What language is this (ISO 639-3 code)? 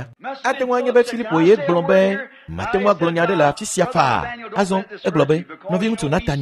ewe